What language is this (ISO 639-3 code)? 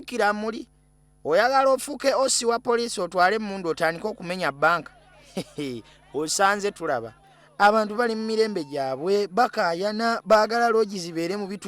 lug